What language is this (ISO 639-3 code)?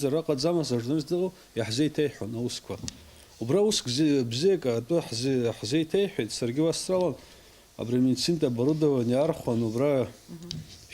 abk